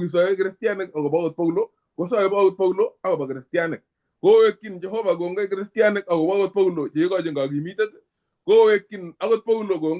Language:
Kalenjin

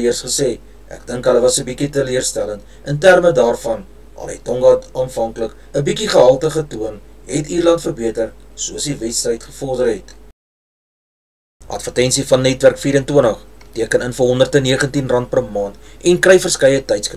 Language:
Afrikaans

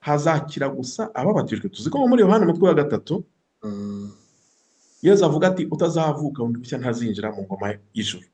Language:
Kinyarwanda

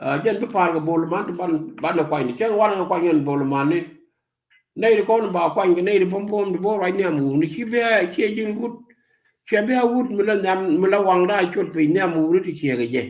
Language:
Nuer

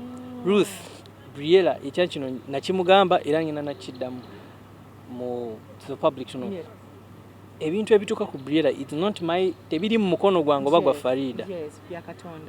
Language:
Ganda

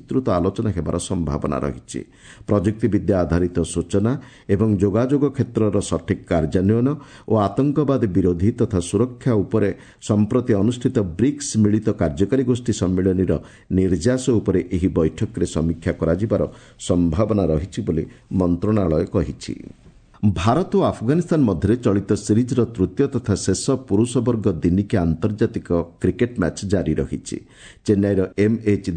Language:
Odia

